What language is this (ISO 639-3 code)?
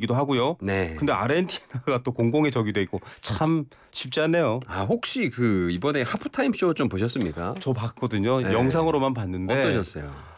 kor